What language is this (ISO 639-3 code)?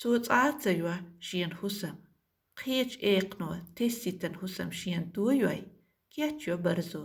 che